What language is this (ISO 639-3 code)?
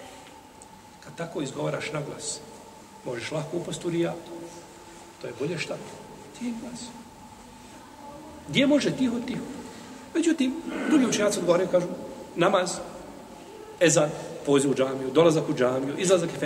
bos